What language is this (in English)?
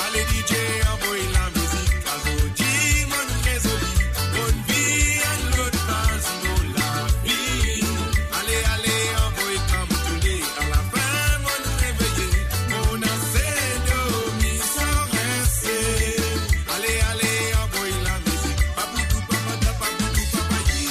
Morisyen